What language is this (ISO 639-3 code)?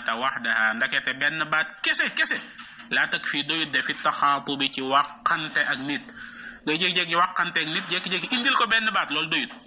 wol